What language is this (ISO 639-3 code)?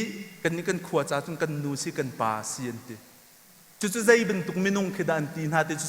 cnh